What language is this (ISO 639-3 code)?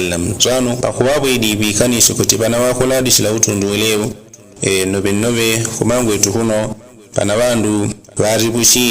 yao